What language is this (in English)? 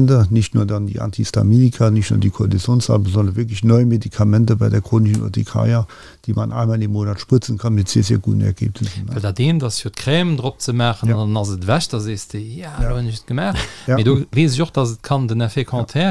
Luxembourgish